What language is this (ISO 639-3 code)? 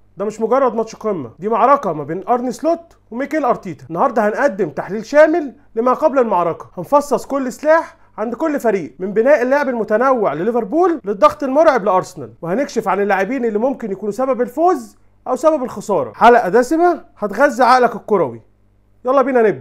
arz